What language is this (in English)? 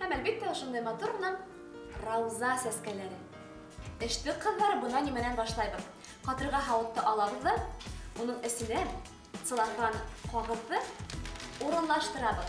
Bashkir